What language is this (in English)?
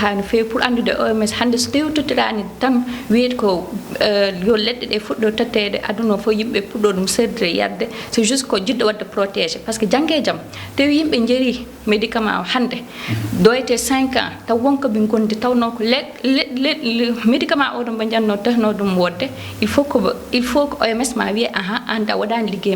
Fula